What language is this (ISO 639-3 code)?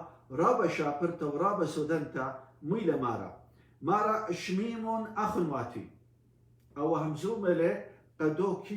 aii